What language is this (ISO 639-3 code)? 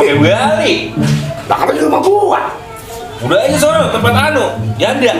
bew